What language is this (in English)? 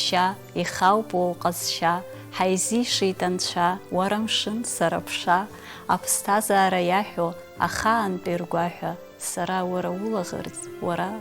Abkhazian